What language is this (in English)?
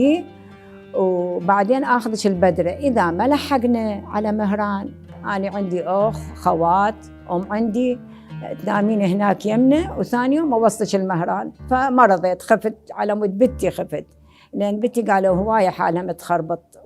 Mesopotamian Arabic